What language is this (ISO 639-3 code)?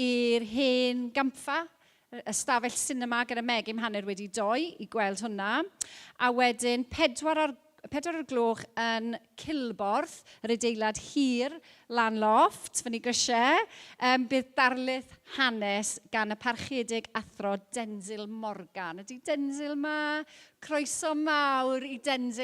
cym